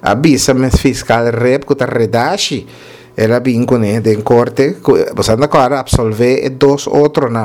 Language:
Papiamento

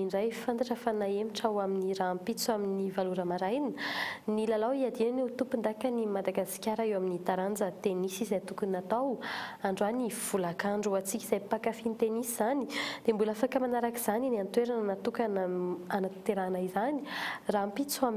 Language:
Malagasy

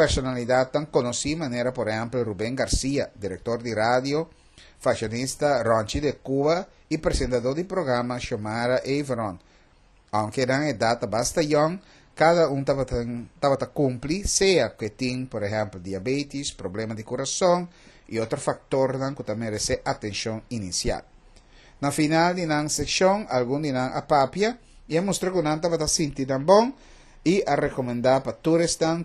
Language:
Papiamento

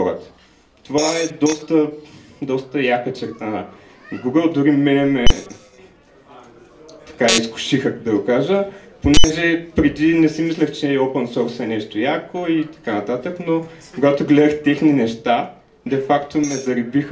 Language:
Bulgarian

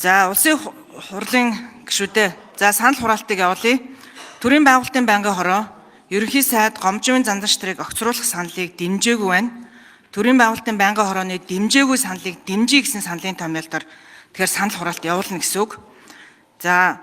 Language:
Mongolian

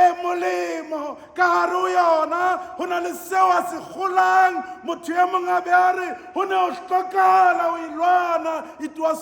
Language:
Southern Sotho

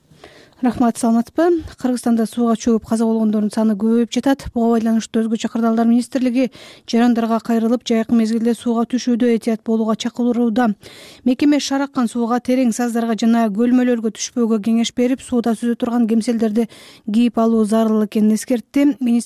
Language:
Kyrgyz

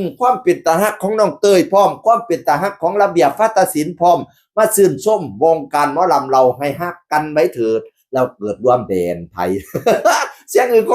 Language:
Northeastern Thai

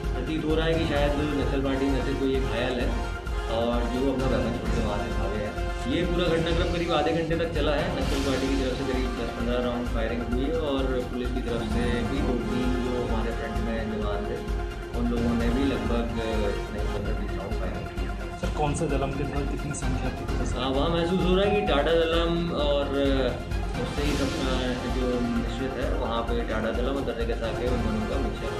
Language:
Hindi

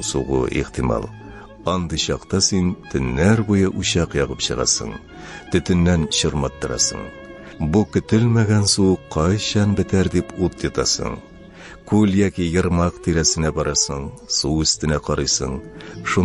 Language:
Tatar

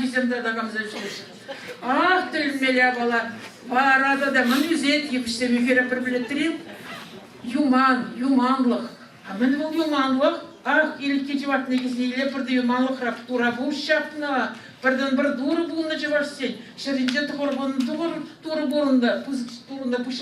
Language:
Chuvash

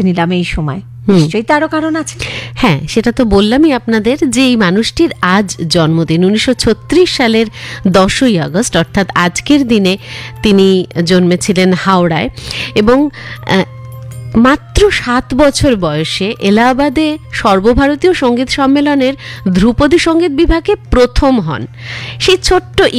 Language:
Bangla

